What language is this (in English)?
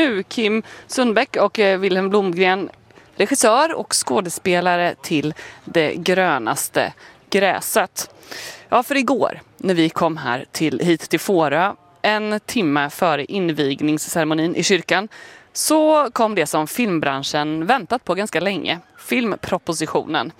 Swedish